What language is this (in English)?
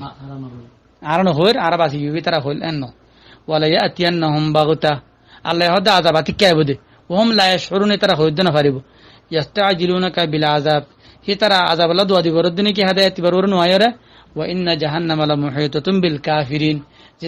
Rohingya